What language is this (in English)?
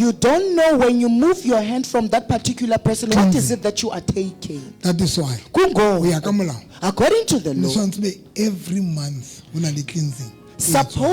Southern Sotho